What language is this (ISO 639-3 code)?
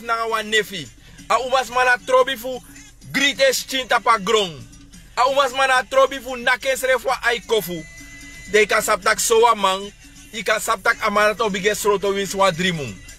srn